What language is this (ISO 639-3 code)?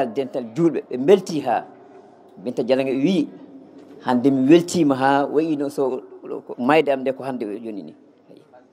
ful